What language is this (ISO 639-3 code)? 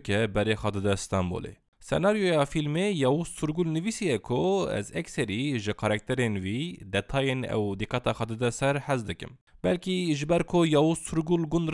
kur